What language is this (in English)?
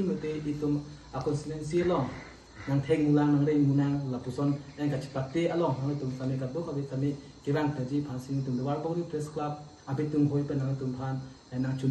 Karbi